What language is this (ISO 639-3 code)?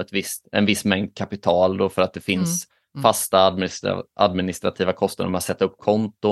swe